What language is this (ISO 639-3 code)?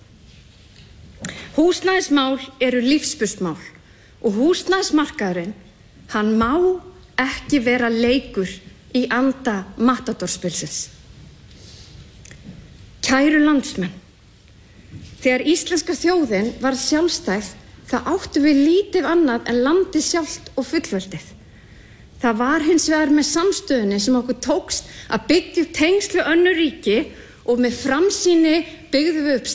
isl